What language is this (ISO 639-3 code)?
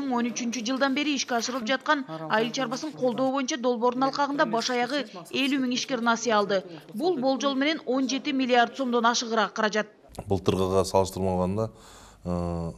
kir